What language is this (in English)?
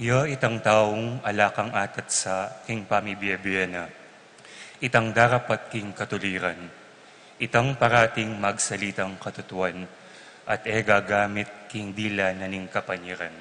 Pampanga